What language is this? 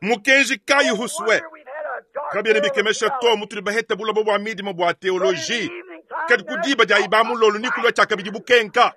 Luba-Lulua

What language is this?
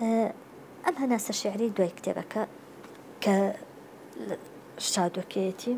Central Kurdish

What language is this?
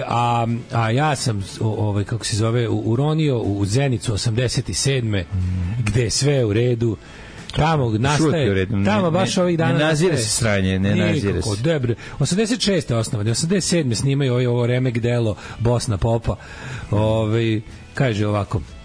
Serbian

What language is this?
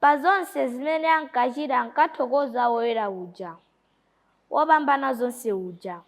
Nyanja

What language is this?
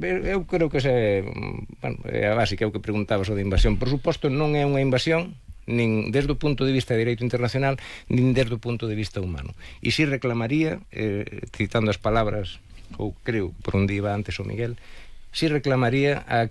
Galician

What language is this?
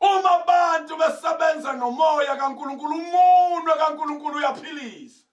Zulu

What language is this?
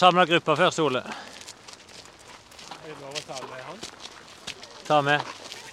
Norwegian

